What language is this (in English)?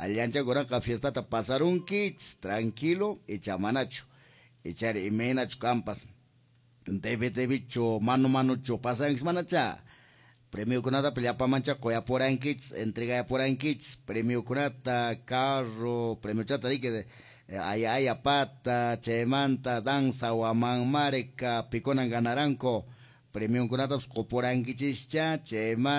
Quechua